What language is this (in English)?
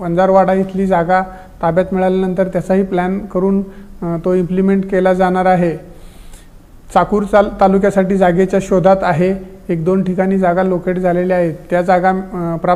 Marathi